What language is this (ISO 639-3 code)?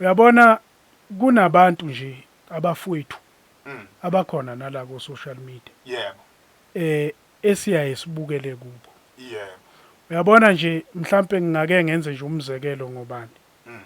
zul